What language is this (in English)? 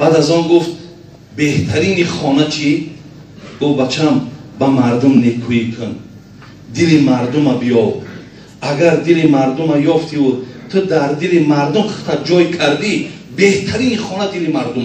Tajik